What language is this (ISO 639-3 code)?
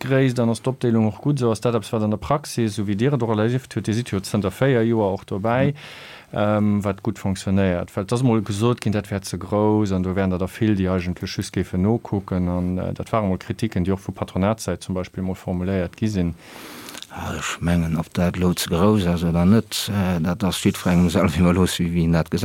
ltz